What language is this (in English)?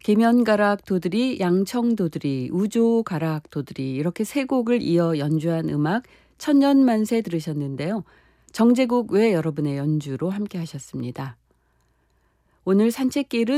Korean